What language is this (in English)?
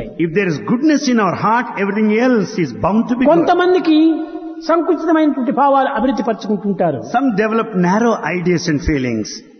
Telugu